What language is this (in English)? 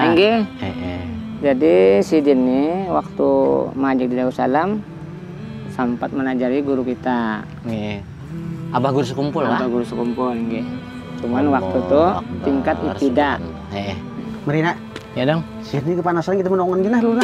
Banjar